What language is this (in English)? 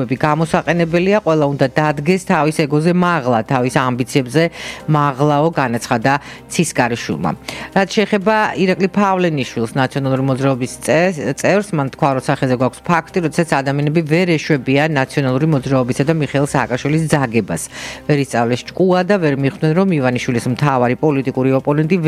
Georgian